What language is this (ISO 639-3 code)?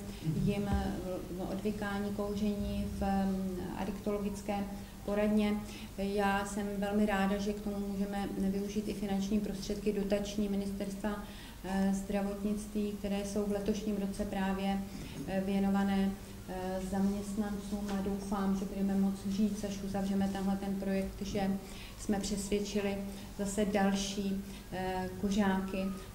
ces